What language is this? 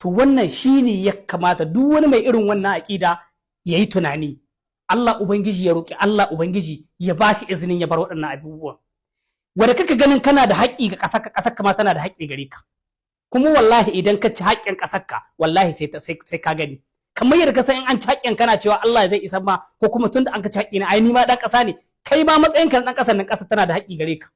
Hausa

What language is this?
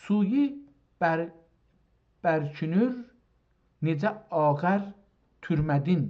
South Azerbaijani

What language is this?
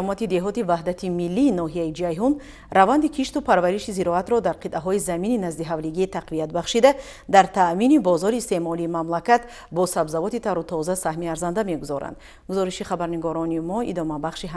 Tajik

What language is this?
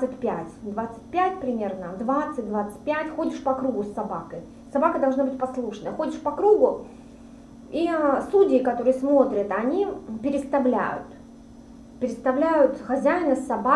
Russian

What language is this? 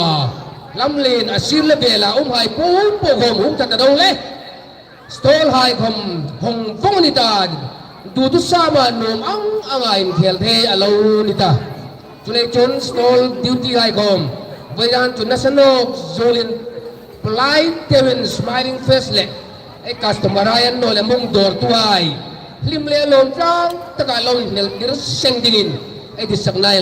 Hmar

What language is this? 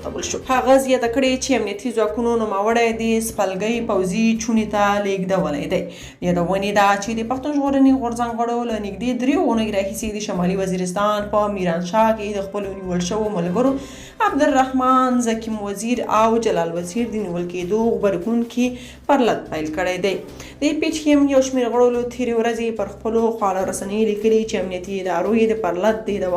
Pashto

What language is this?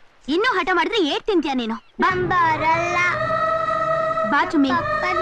Kannada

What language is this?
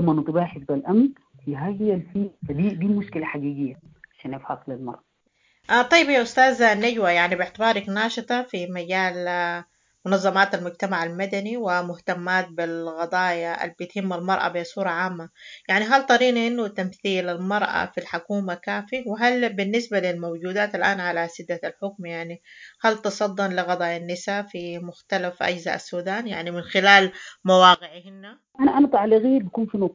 Sudanese Arabic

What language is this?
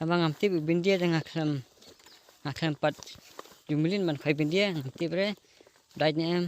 Khasi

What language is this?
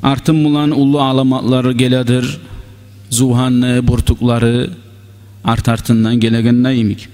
Kumyk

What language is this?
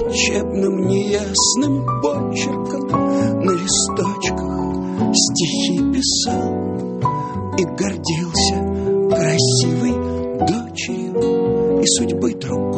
Russian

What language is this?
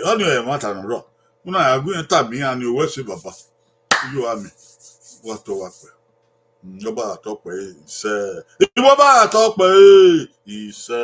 Bini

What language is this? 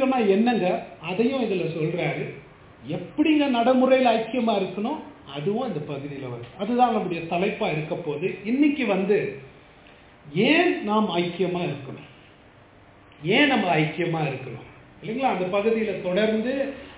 Tamil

